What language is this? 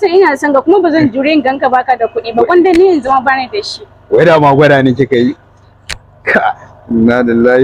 Hausa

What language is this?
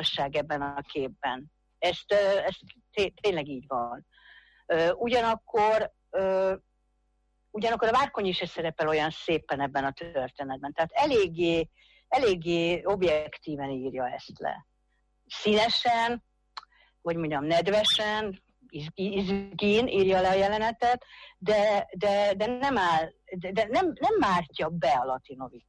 Hungarian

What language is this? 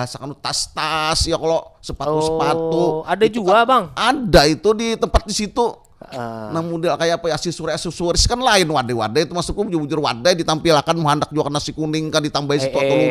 Banjar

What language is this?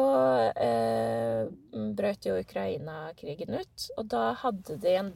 Norwegian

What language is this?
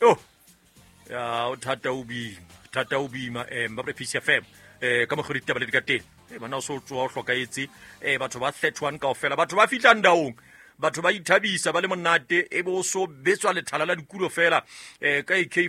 Southern Sotho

